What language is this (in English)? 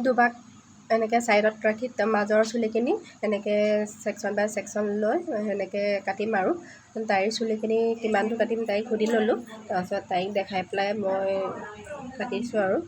Assamese